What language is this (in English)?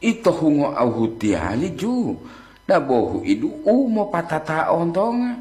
Gorontalo